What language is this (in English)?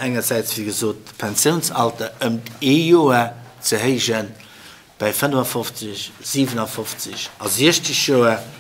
Luxembourgish